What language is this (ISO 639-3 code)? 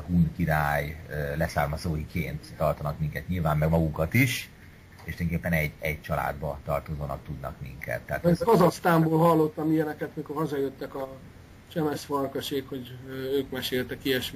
hun